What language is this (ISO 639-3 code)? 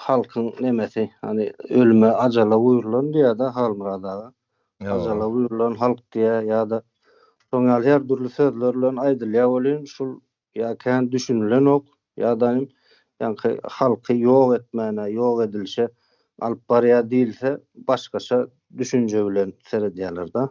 tuk